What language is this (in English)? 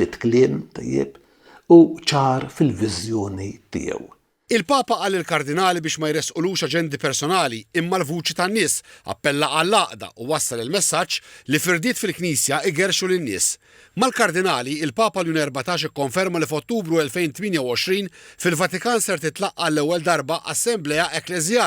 Maltese